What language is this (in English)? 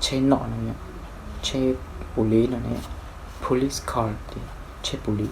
Hmong